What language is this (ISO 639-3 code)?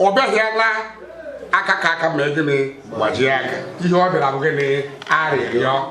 ibo